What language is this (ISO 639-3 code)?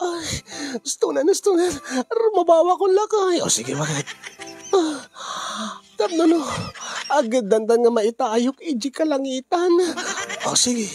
ilo